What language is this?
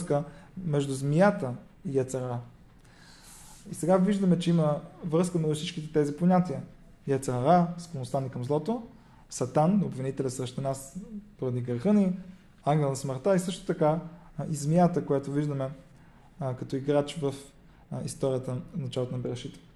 Bulgarian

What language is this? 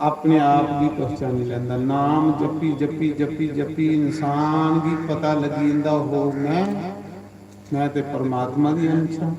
Dogri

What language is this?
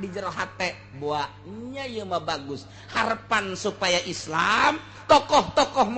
Sundanese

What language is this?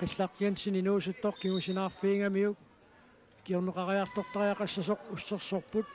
Kalaallisut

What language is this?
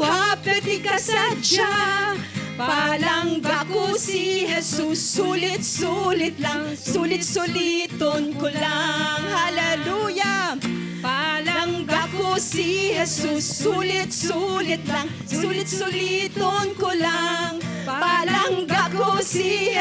Hiligaynon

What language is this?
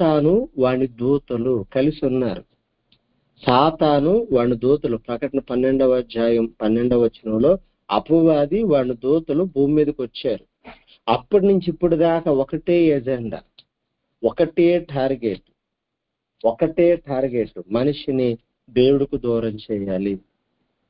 Telugu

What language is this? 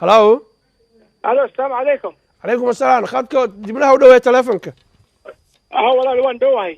Somali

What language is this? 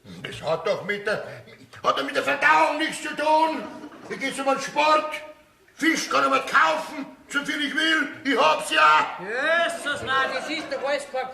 Bavarian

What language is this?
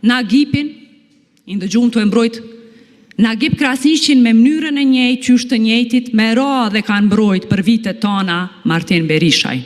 Albanian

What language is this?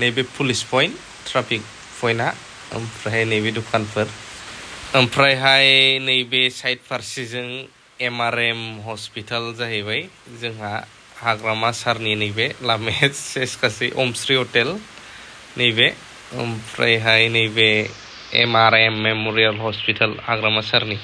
Bodo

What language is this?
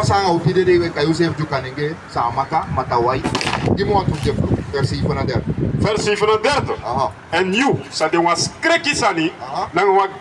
Sranan Tongo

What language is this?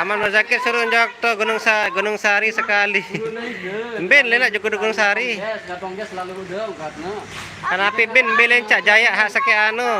Sasak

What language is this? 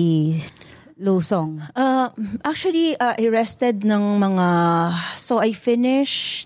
Filipino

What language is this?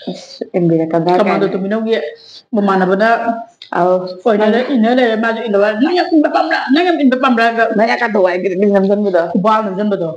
Manipuri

